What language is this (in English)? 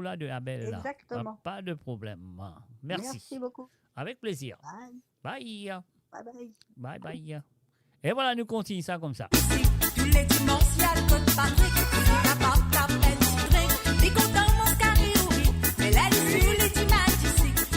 Morisyen